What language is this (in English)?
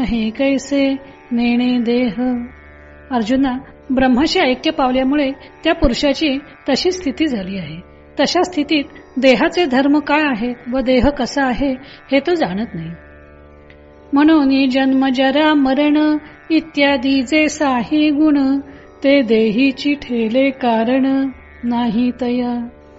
Marathi